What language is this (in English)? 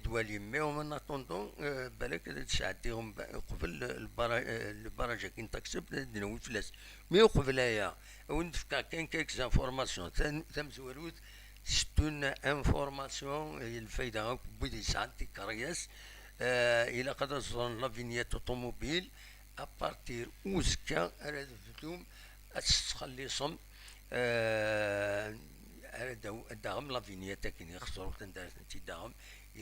Kabyle